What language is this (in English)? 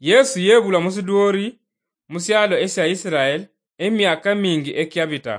Luyia